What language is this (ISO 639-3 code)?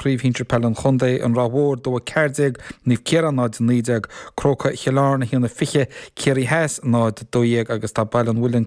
gle